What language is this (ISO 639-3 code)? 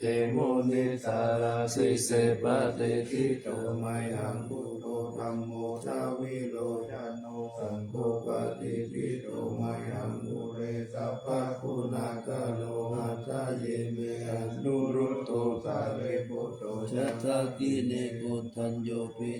pli